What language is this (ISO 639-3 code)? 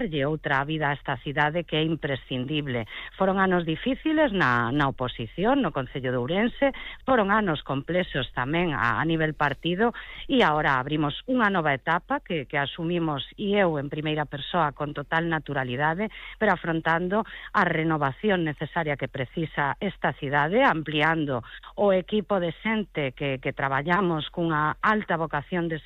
glg